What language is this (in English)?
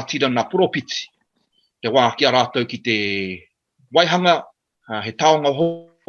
Māori